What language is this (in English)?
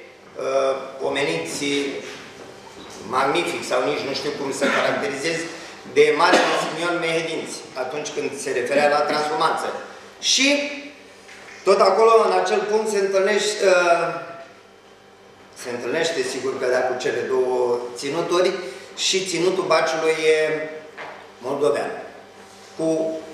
Romanian